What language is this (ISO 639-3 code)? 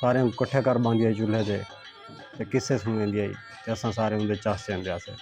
skr